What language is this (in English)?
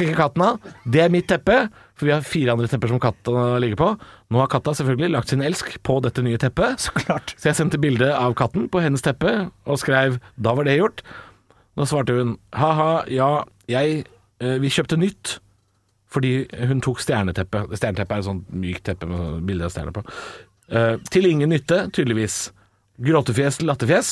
Norwegian